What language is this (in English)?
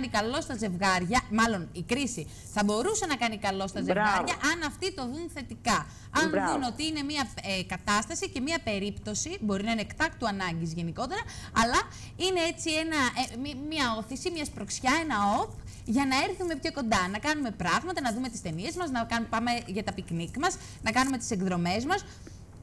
Greek